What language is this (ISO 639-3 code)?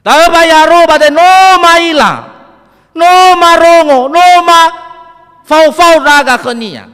nia